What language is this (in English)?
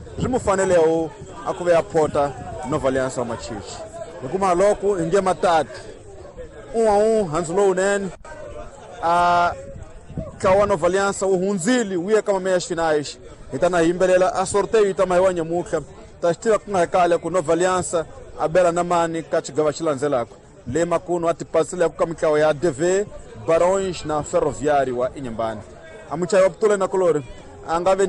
Tsonga